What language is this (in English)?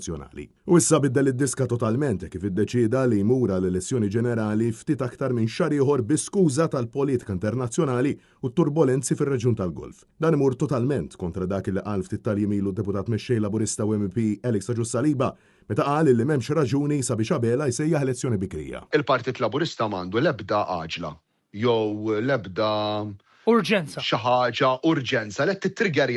Maltese